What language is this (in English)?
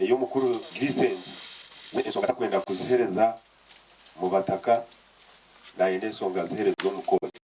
Nyankole